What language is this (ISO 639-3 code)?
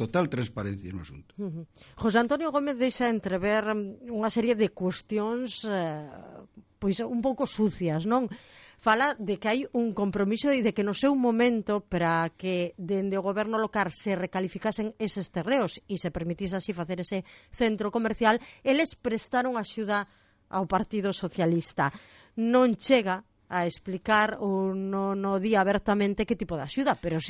glg